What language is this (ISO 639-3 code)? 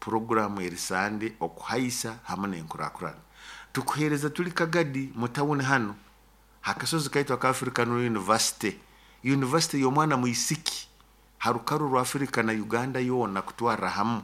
nyo